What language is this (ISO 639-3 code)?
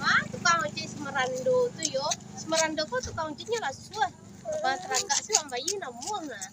min